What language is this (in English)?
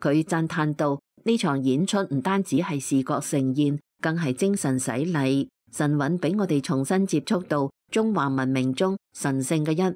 Cantonese